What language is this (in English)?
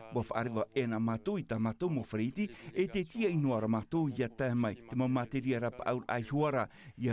Tahitian